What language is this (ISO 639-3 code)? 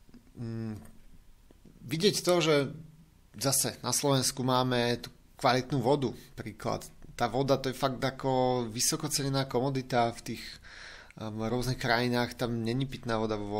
slk